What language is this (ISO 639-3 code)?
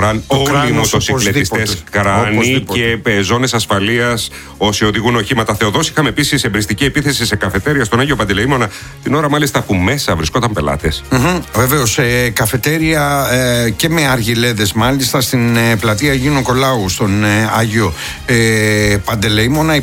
ell